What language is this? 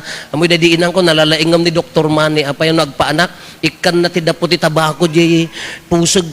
Iloko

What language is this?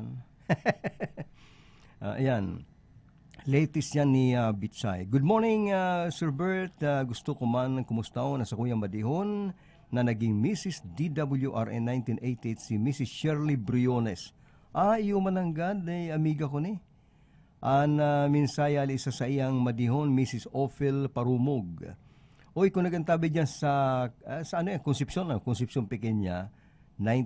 Bikol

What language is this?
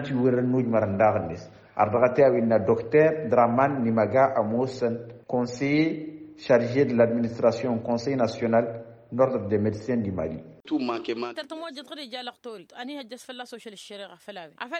Tamasheq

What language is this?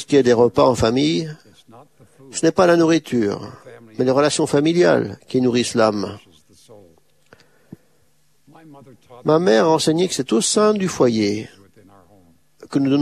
French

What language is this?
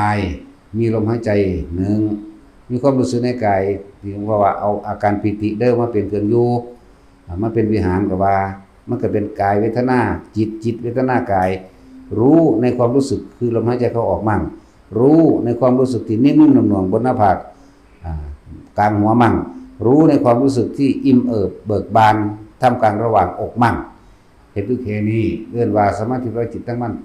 Northeastern Thai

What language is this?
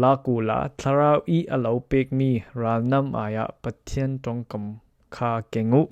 Falam Chin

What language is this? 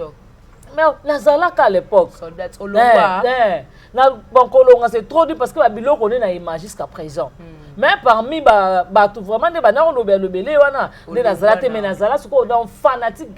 Lingala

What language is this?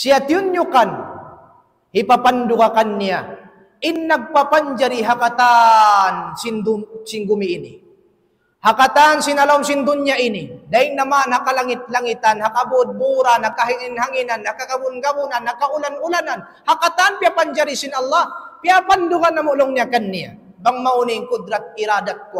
Tausug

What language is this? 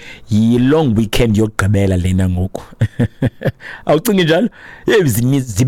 Xhosa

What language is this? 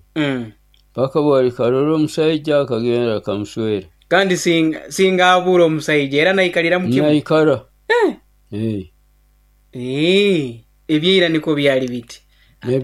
Nyoro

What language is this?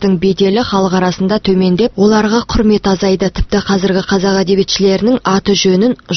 Kazakh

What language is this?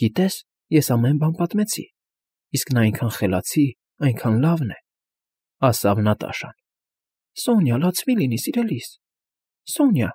Armenian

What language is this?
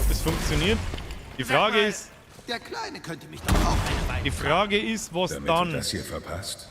Bavarian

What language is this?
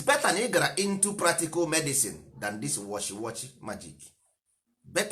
Igbo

